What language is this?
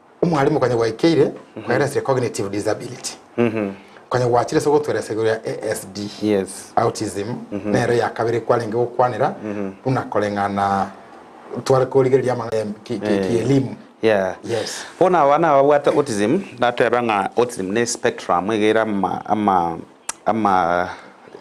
Gusii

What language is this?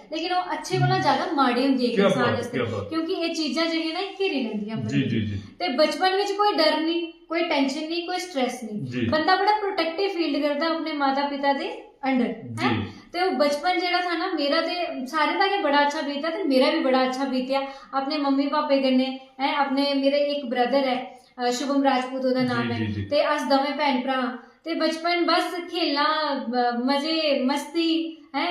Dogri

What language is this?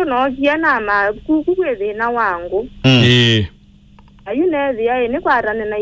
Kamba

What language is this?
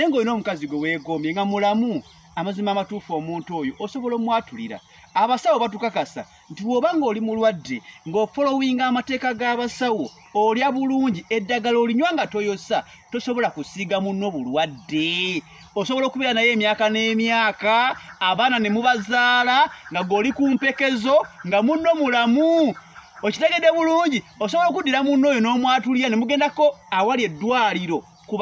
Ganda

